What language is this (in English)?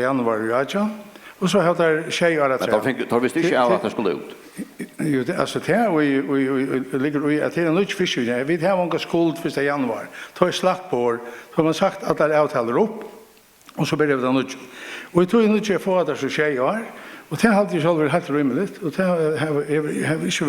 Faroese